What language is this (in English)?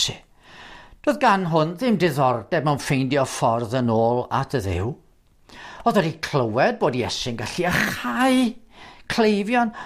Welsh